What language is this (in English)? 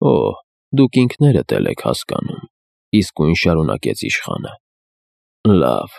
Armenian